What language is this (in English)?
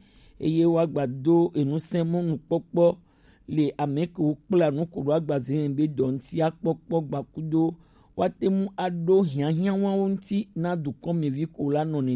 Gen